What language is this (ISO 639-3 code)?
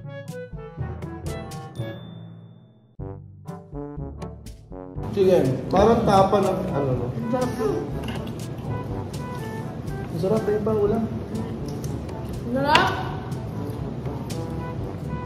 fil